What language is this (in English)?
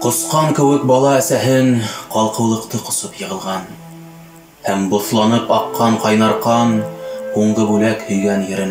Bashkir